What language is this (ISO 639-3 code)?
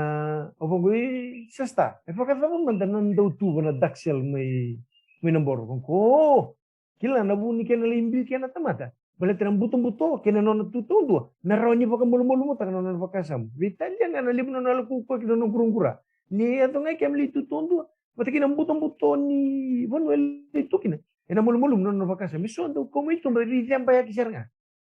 fij